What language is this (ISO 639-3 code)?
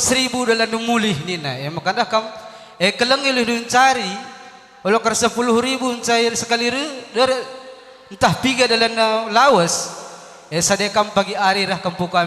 btx